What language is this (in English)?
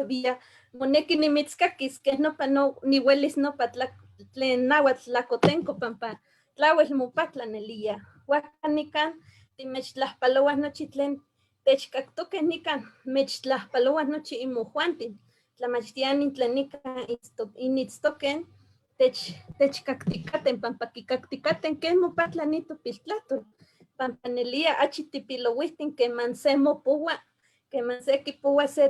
Eastern Huasteca Nahuatl